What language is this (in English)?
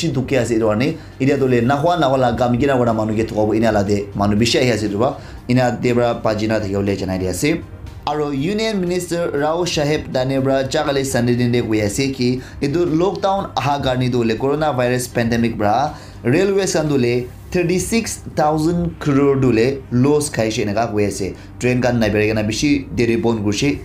Naga Pidgin